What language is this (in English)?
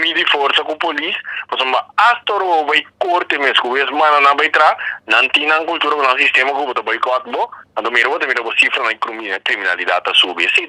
Papiamento